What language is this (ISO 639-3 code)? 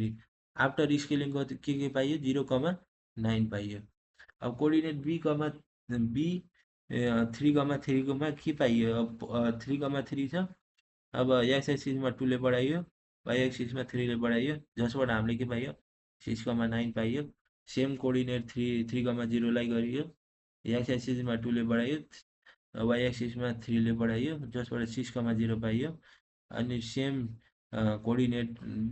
nep